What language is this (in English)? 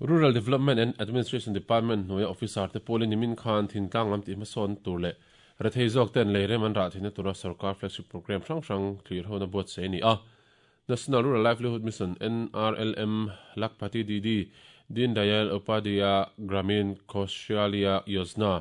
Mizo